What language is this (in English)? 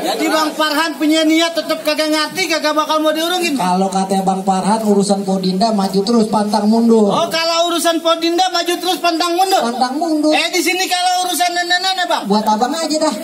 Betawi